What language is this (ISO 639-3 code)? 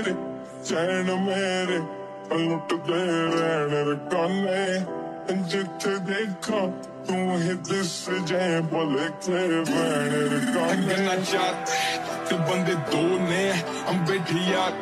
pan